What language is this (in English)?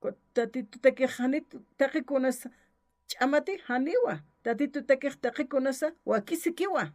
Aymara